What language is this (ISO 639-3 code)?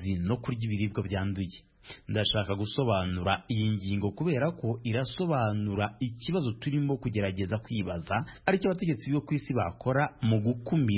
kin